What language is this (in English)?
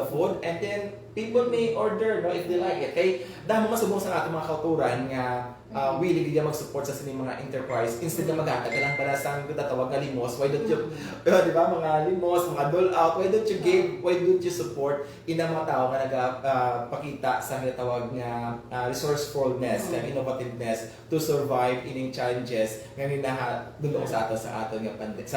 Hiligaynon